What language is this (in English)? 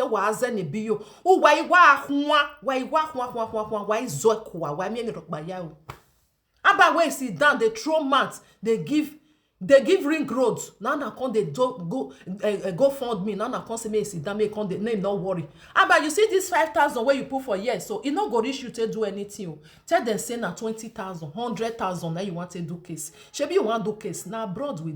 Nigerian Pidgin